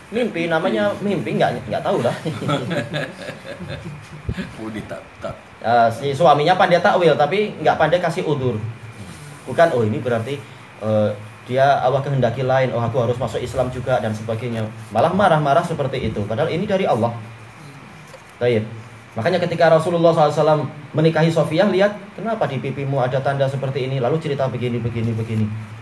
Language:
Indonesian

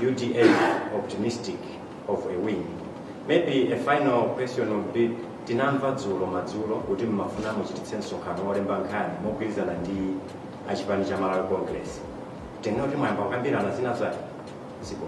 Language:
Nyanja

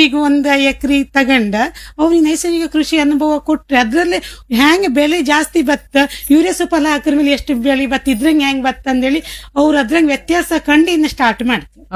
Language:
Kannada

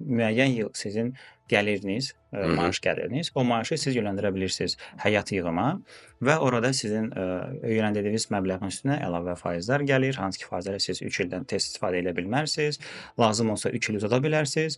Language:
Azerbaijani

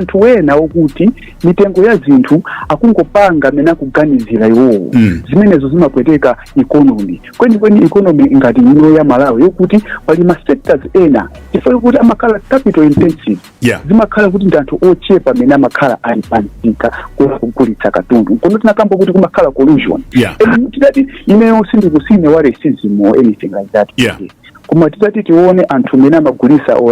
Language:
Nyanja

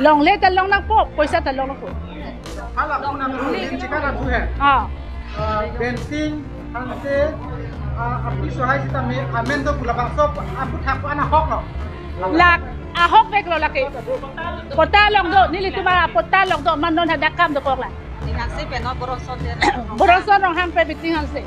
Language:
Karbi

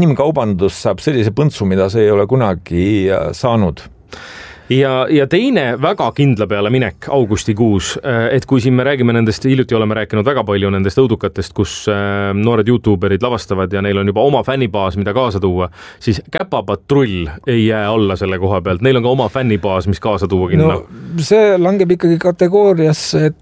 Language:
Estonian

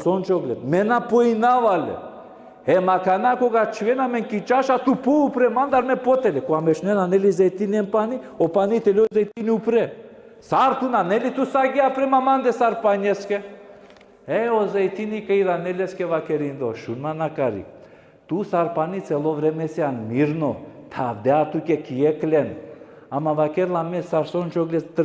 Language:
Balkan Romani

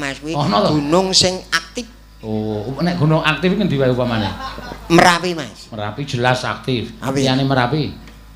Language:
Javanese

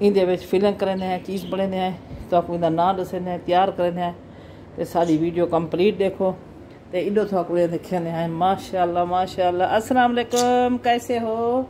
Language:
Saraiki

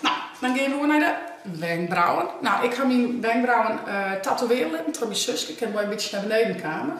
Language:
Western Frisian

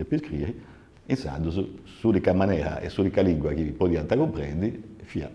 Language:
Sardinian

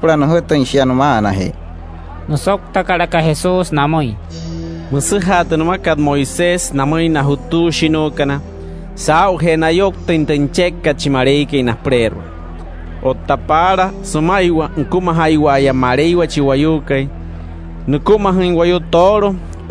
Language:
Wayuu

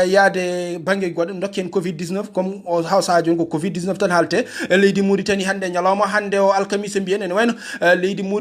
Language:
Fula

